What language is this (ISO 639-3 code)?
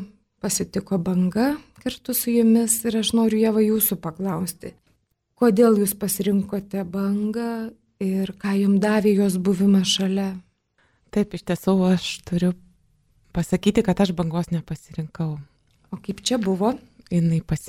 lit